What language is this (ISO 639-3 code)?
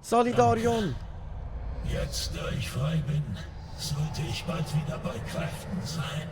gsw